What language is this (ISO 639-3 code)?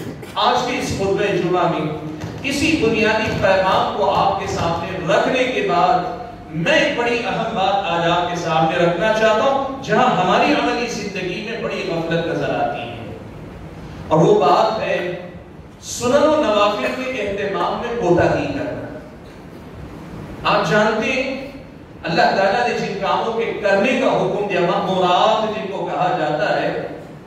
urd